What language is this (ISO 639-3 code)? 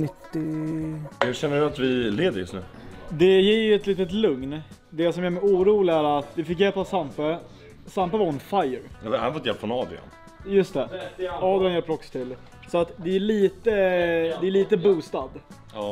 swe